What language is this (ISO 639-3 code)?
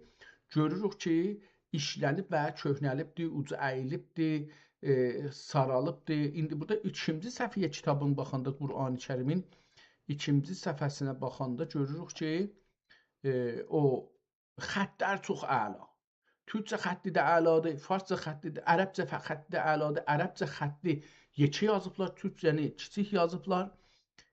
azb